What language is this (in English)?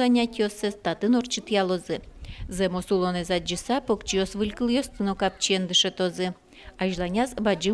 Udmurt